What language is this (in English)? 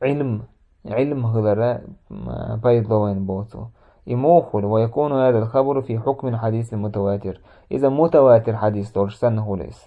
Chechen